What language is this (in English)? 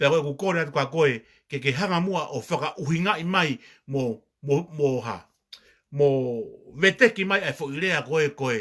Tongan